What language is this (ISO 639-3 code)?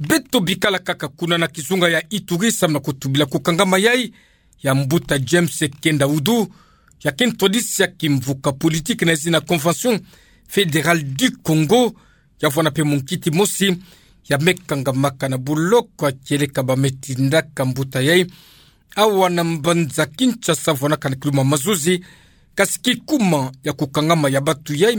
ktu